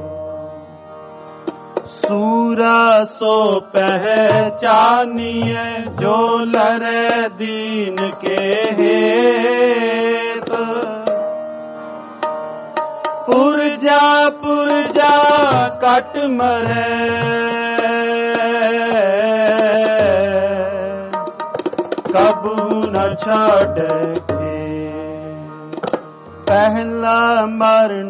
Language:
Punjabi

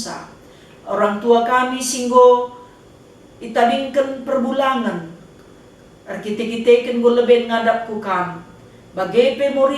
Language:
Batak Karo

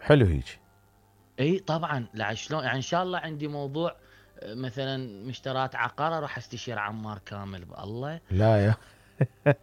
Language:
Mesopotamian Arabic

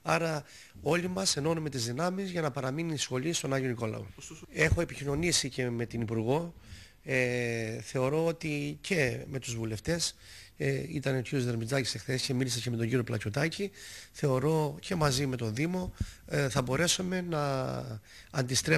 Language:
Greek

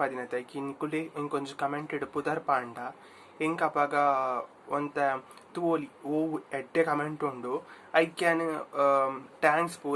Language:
Tulu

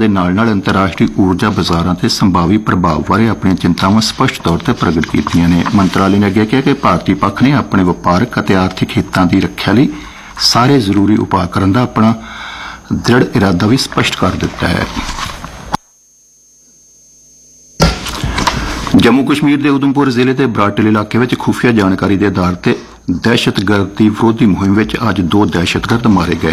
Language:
Punjabi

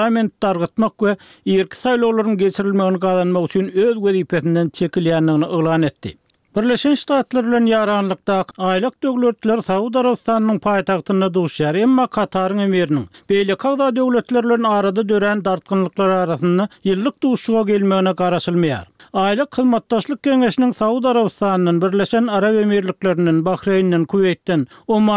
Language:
Turkmen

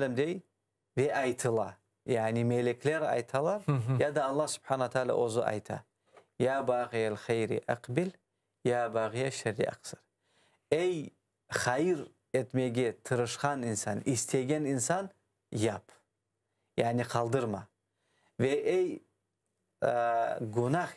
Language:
Crimean Tatar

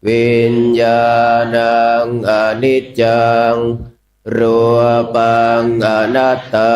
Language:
Pali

